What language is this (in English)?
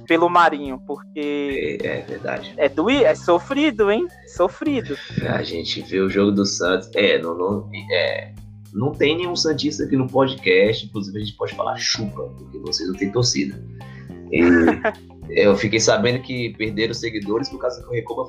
Portuguese